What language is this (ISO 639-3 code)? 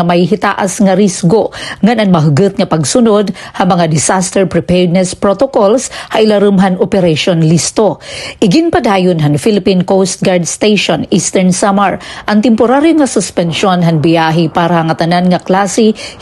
war